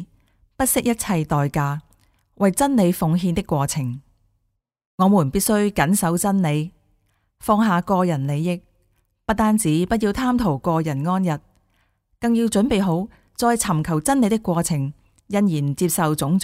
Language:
Cantonese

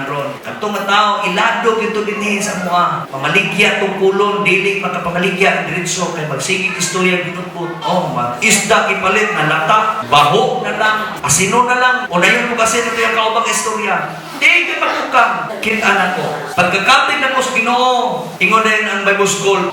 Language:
Cebuano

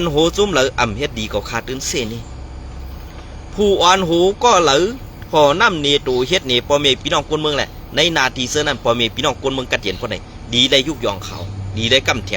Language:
Shan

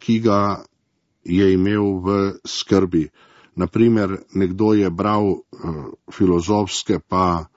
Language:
Slovenian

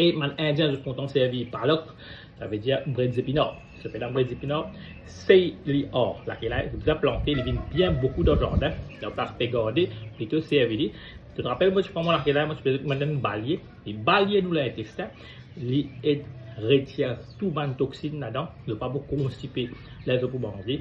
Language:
Morisyen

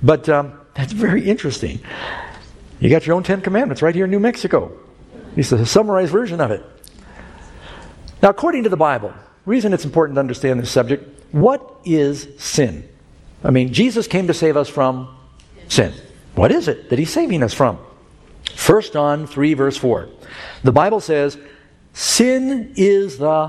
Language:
English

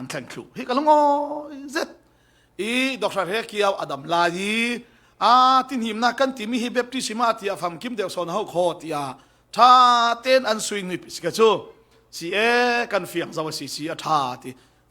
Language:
Falam Chin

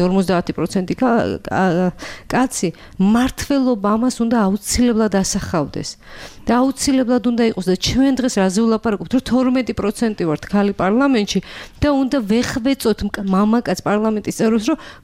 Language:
Georgian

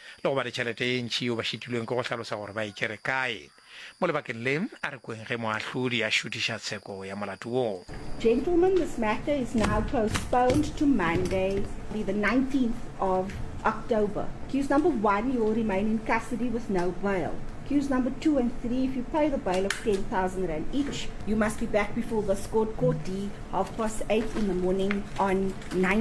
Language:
Northern Sotho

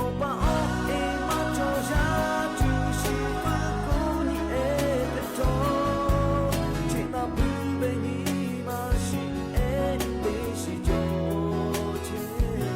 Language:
Lahu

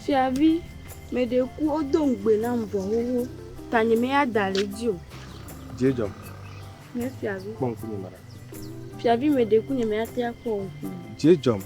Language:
Ewe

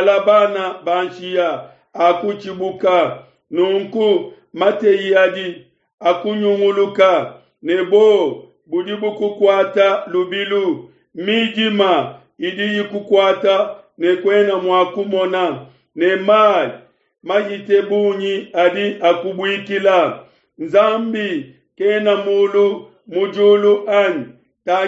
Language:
Luba-Lulua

